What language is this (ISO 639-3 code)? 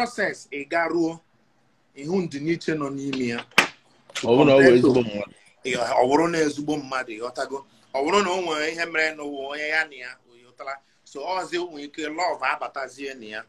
ibo